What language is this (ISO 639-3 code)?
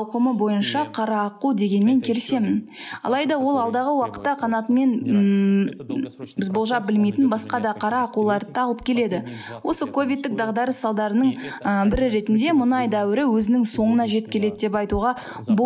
kaz